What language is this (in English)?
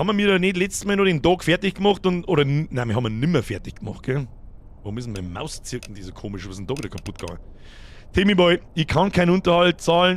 Bavarian